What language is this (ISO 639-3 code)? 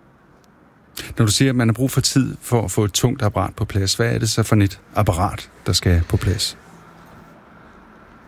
dan